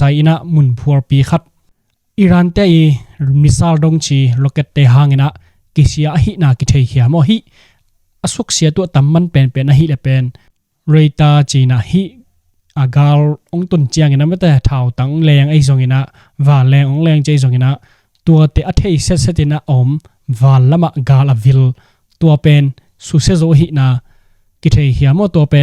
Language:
Tedim Chin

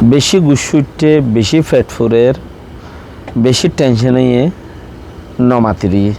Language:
Rohingya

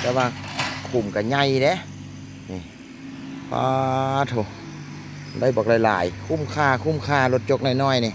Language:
Lao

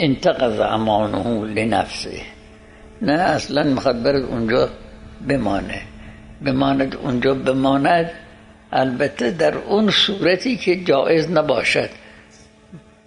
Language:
Persian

